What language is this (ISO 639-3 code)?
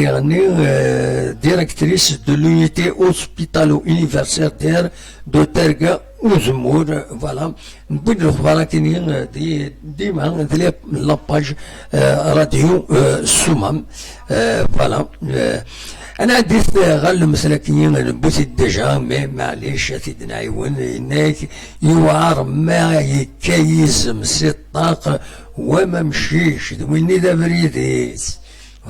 kab